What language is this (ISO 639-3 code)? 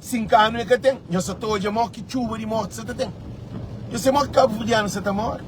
kea